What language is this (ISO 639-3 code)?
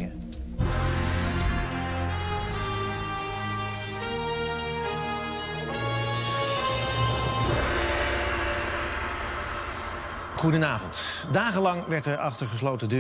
nld